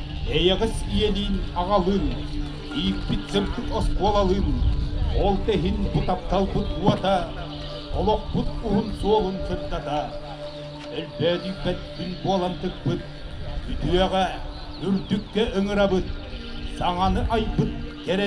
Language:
Yakut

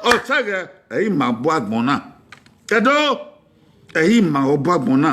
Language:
Bini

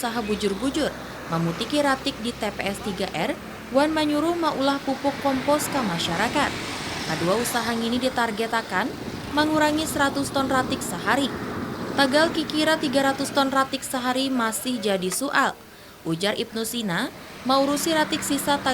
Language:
Banjar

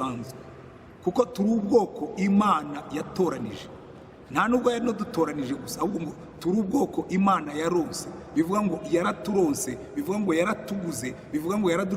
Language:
Kinyarwanda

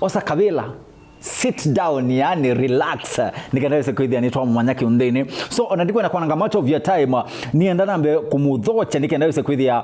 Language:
Kamba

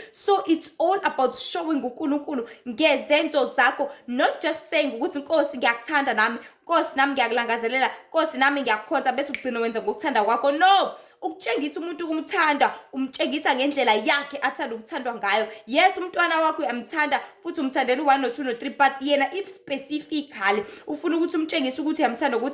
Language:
Zulu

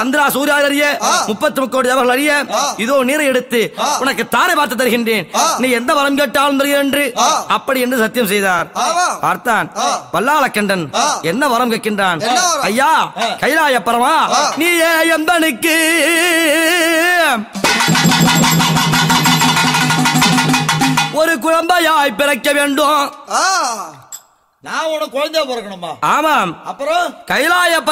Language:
Tamil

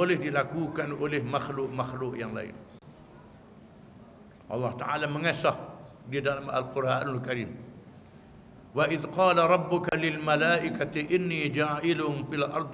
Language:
Malay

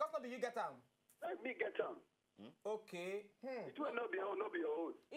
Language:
Nigerian Pidgin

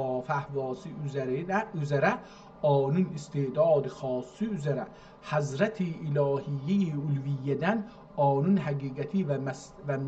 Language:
South Azerbaijani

